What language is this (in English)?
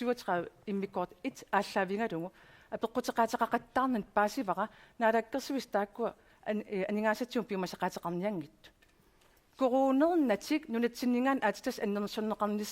Kalaallisut